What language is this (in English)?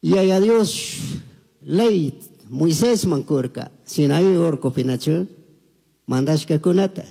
Chimborazo Highland Quichua